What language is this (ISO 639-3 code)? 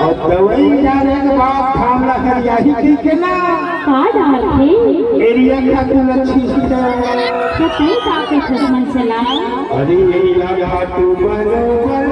hne